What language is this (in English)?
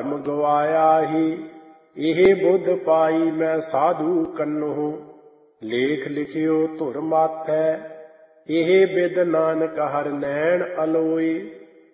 Punjabi